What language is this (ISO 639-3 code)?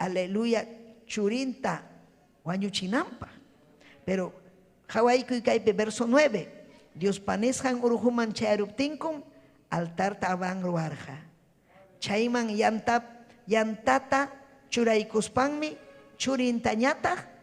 quy